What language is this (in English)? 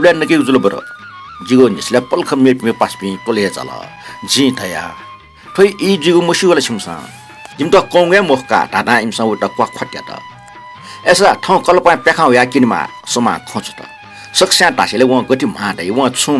Newari